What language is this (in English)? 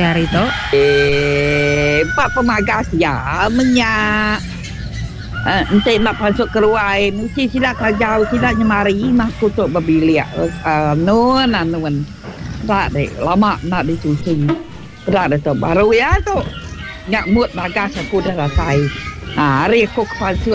Iban